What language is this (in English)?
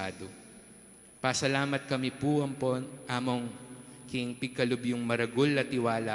Pampanga